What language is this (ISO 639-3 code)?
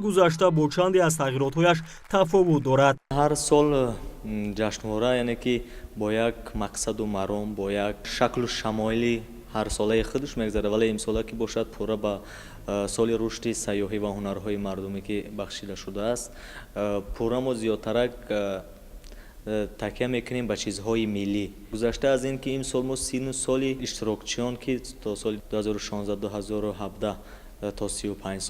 tgk